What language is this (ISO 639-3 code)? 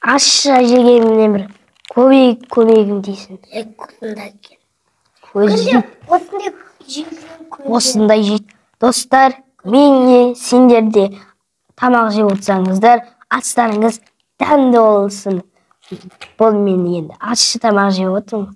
kaz